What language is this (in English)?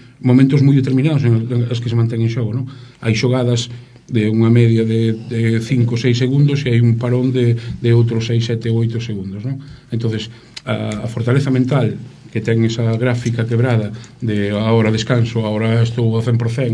Galician